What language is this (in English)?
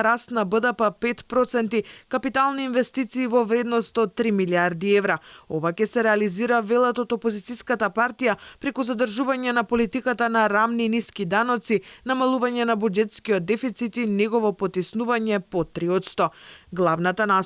Macedonian